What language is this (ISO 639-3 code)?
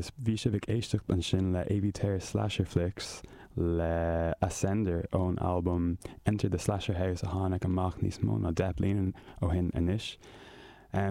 gle